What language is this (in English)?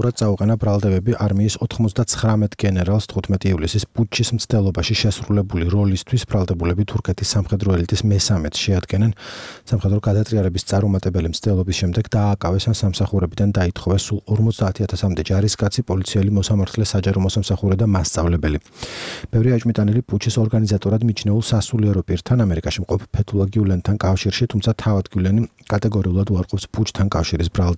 Georgian